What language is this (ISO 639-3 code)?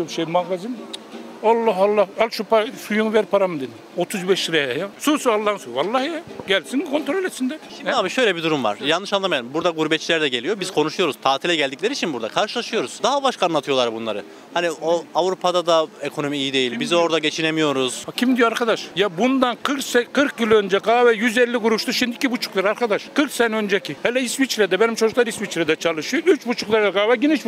tur